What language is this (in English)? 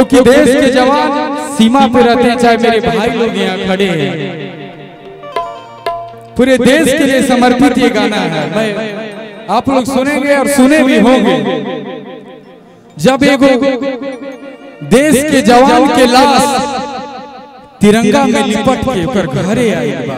Bhojpuri